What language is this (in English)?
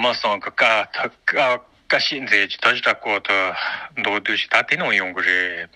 Tibetan